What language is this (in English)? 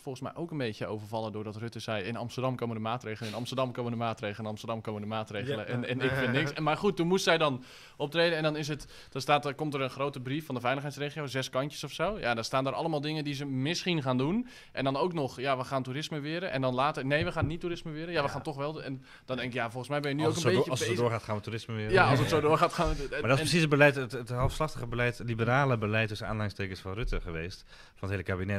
Dutch